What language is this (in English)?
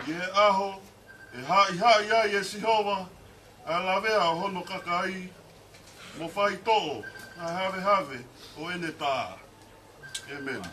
Tongan